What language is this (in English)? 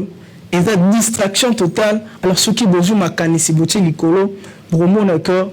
Lingala